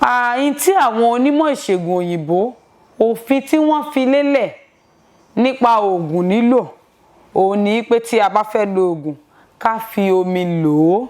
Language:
Yoruba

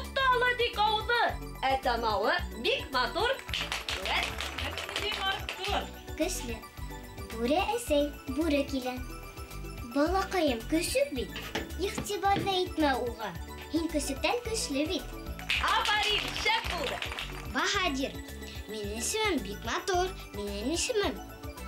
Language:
Bashkir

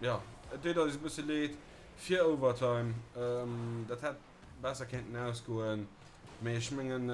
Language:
Luxembourgish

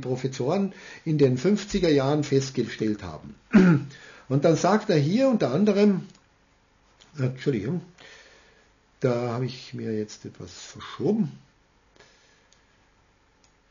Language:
German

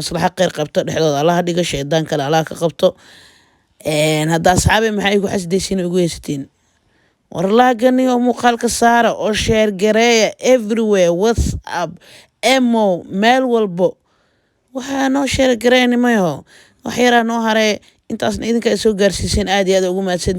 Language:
Somali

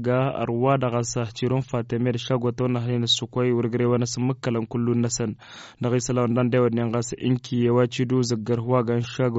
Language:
Tamasheq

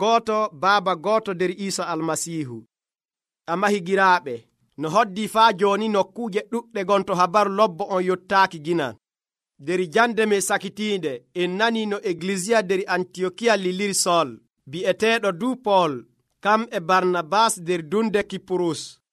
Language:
Nigerian Fulfulde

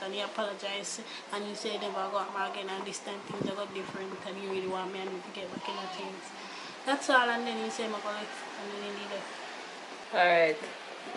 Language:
Jamaican Creole English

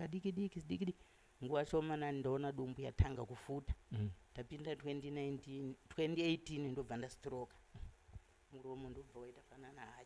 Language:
Shona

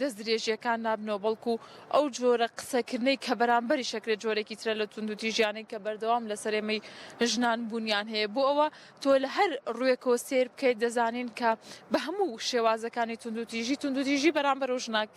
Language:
Central Kurdish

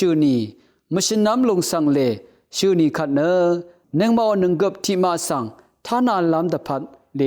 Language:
Rawang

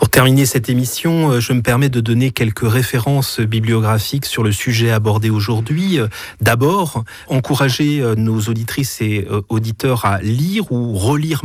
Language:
French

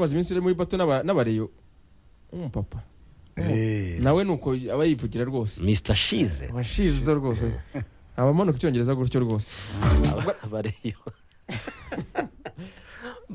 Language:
Kinyarwanda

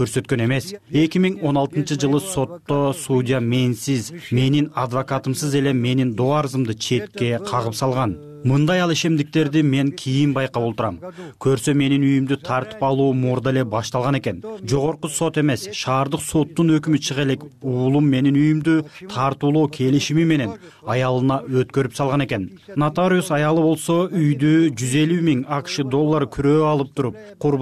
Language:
Kyrgyz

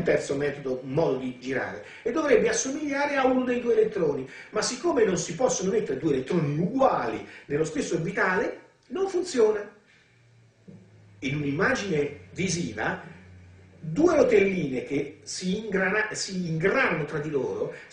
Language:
Italian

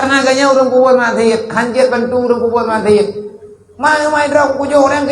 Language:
Achinese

